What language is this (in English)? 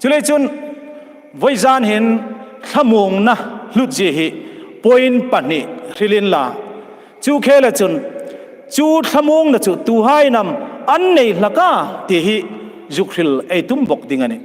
Hmar